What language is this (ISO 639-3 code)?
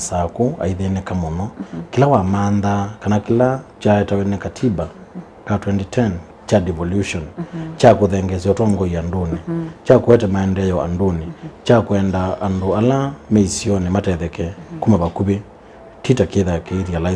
kam